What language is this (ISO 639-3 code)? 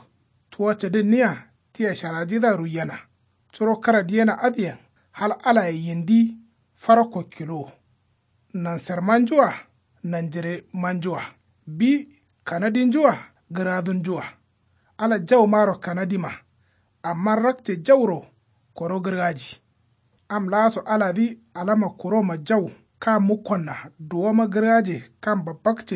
kau